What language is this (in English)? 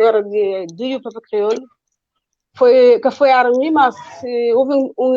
Kabuverdianu